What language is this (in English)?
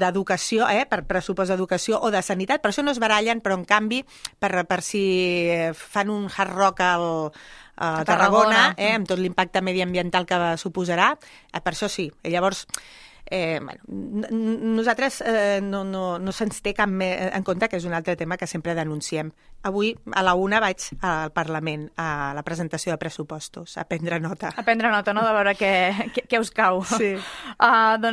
Catalan